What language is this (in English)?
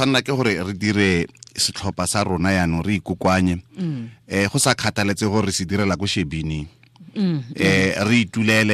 Tswana